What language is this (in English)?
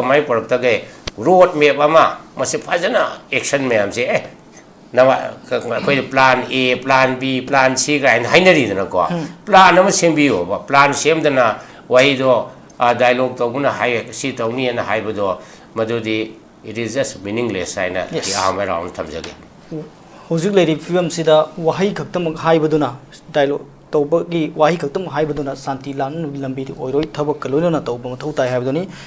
Manipuri